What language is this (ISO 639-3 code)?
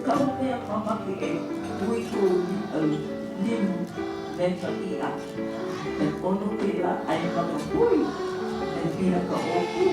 haw